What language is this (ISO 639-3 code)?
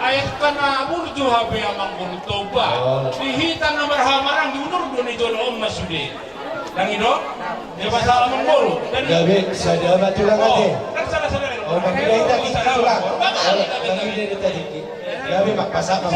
bbc